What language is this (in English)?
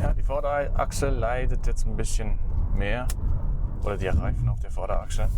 Swiss German